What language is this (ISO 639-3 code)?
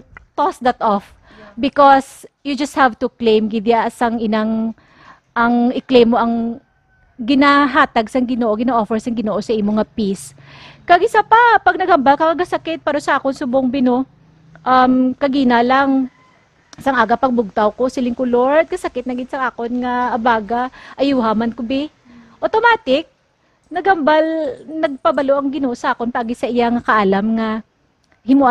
hil